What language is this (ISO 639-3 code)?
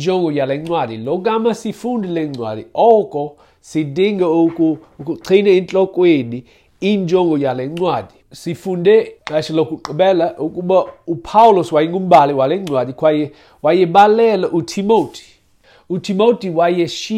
xho